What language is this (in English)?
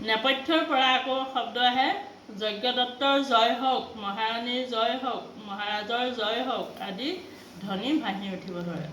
Assamese